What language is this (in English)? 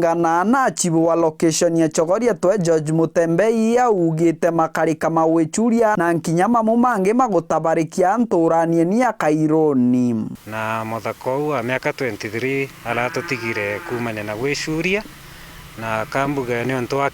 Meru